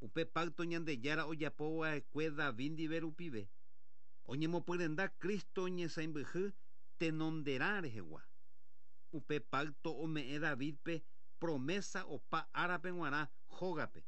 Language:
Guarani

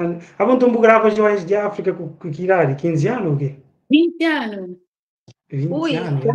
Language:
Kabuverdianu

